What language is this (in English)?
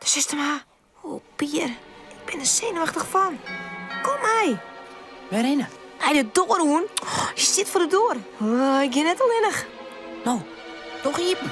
Western Frisian